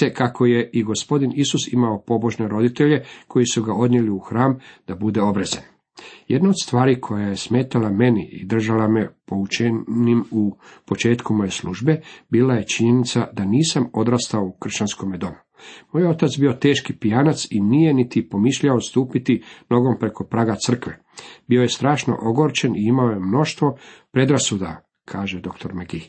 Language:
Croatian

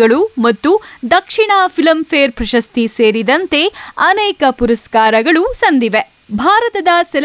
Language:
Kannada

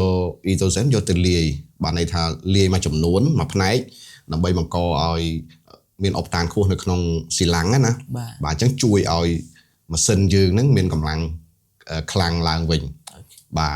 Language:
Khmer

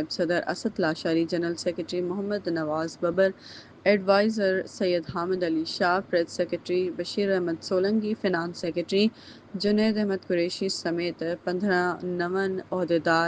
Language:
Sindhi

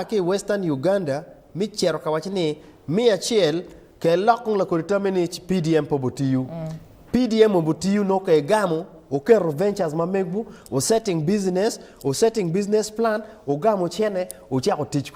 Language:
Acoli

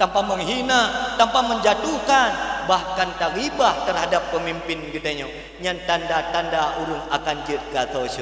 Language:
Achinese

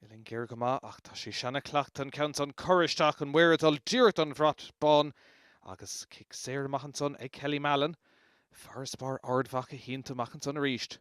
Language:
Irish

